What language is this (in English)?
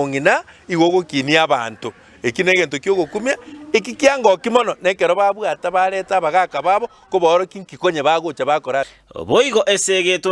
Gusii